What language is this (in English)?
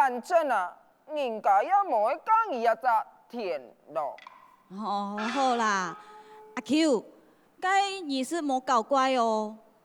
Hakka Chinese